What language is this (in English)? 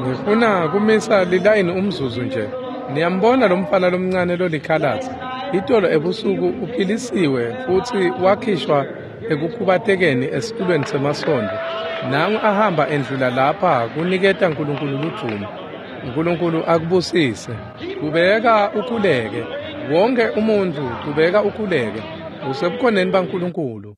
Swati